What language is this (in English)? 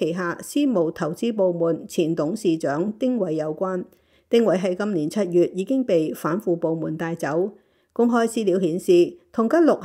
Cantonese